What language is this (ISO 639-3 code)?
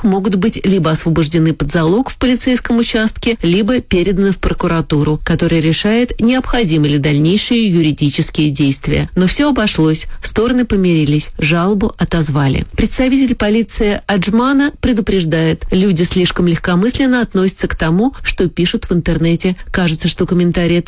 rus